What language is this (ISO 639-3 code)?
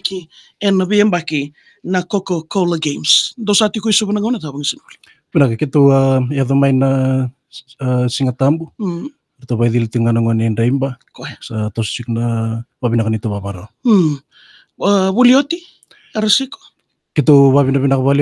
fij